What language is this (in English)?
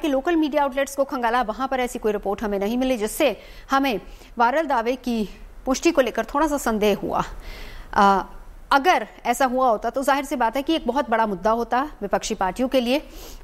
Hindi